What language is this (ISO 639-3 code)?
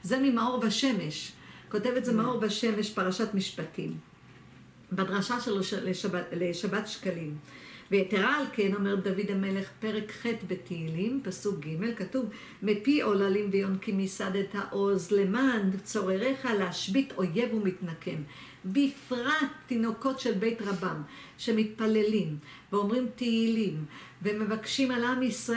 heb